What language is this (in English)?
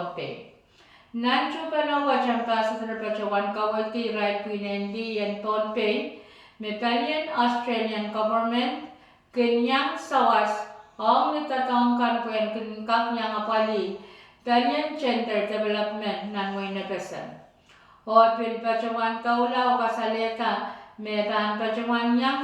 Pohnpeian